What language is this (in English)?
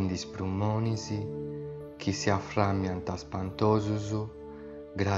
Sardinian